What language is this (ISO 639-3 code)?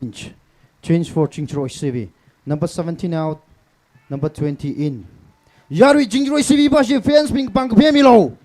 nmf